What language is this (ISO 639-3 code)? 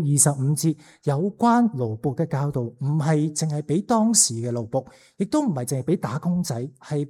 yue